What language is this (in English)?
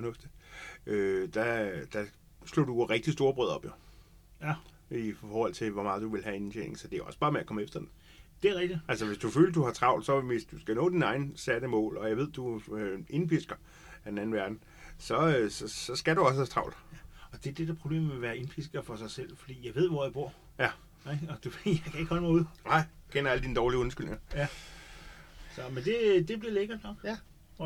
Danish